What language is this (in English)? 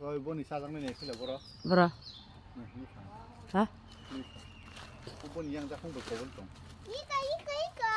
Kok Borok